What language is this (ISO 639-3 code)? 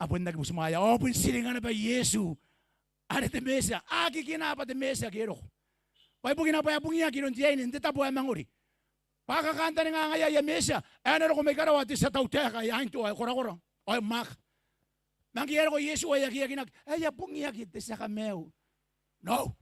gil